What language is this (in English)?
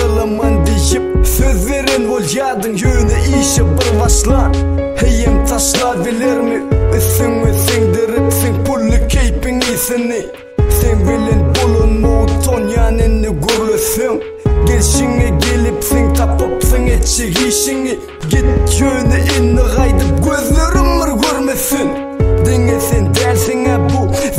Turkish